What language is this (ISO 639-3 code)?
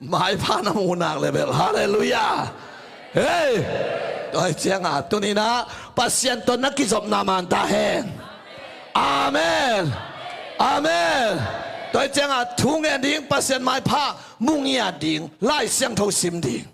ctd